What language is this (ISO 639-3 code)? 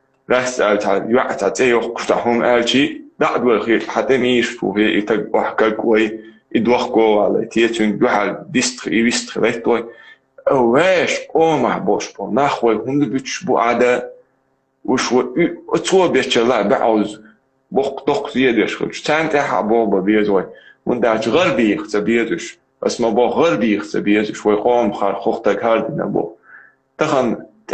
che